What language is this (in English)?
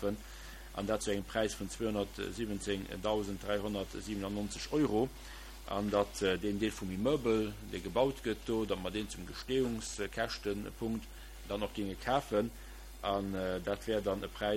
Luxembourgish